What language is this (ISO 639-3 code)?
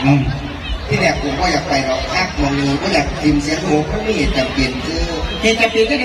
tts